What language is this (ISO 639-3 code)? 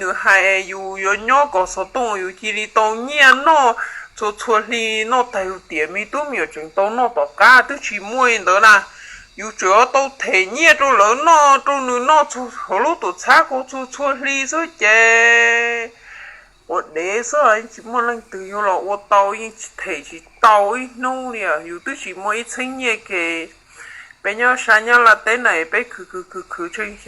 hmn